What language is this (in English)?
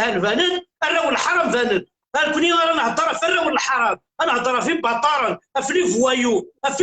Kabyle